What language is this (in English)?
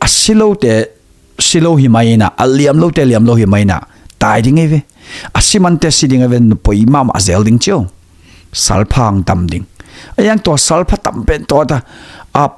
Tedim Chin